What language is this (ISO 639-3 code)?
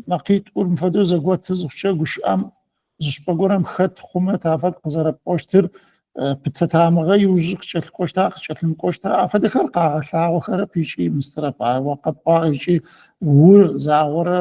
ady